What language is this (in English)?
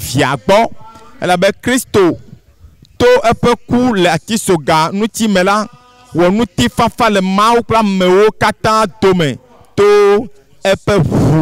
Ewe